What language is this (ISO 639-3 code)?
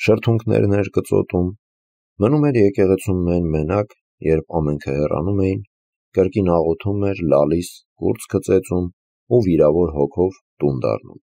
hye